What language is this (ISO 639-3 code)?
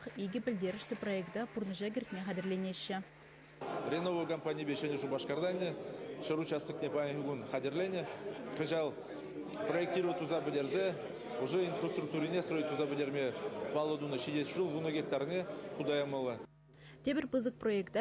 chv